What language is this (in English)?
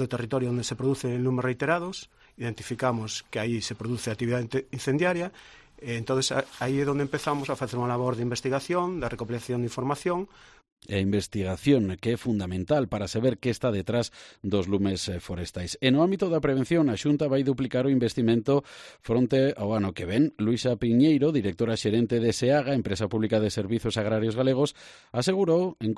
Galician